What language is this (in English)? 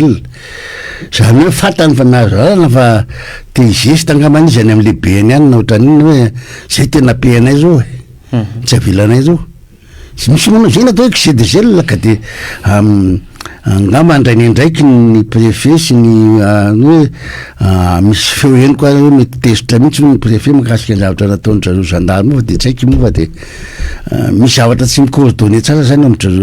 Malagasy